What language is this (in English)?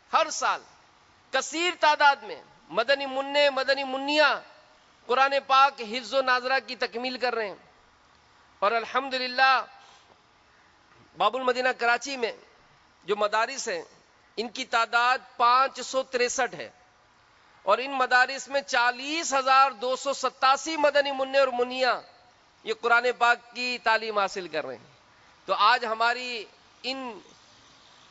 Urdu